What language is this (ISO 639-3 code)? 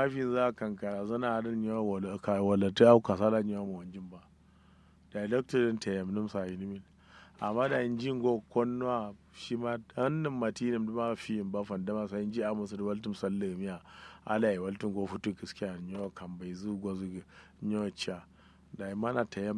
kau